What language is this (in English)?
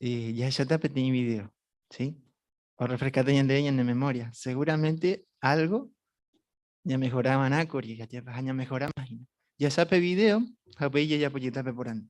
Guarani